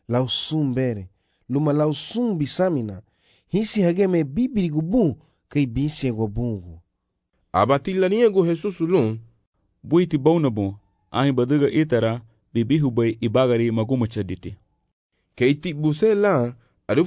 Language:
Garifuna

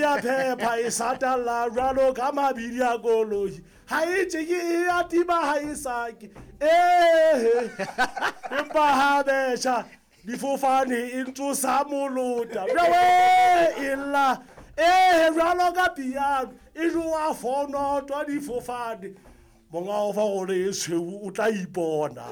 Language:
Southern Sotho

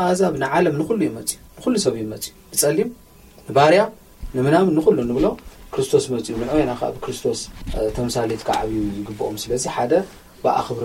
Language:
Tigrinya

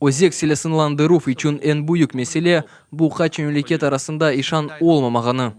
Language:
Crimean Tatar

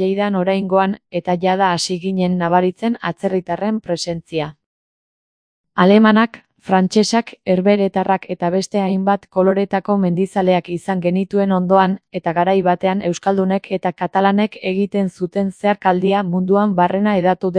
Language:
Basque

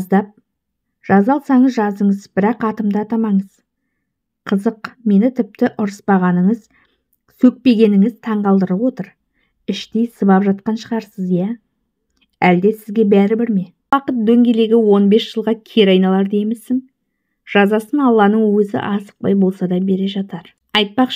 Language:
Kazakh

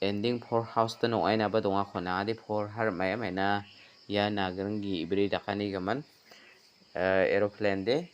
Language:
Garo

